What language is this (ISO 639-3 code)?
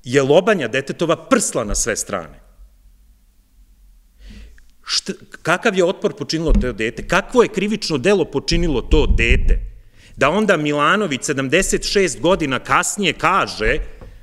srp